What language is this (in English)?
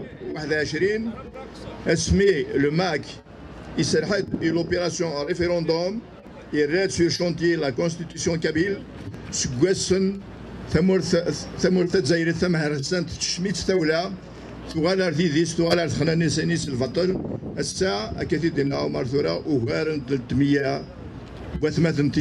Kabyle